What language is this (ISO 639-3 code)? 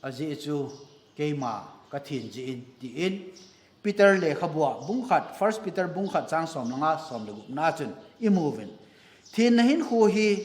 tcz